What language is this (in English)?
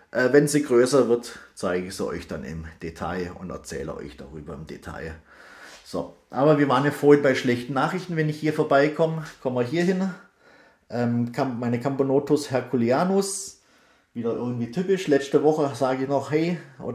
German